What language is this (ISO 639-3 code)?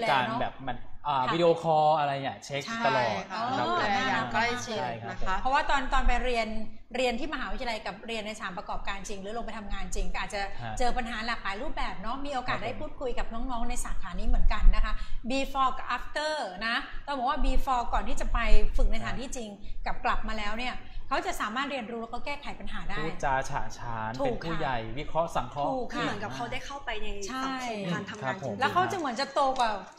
tha